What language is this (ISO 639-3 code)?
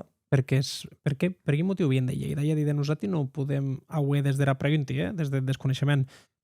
oci